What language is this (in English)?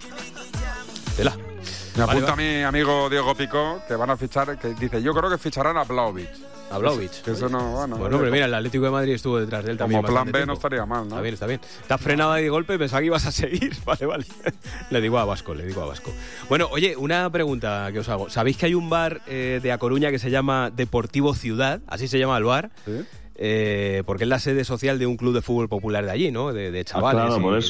Spanish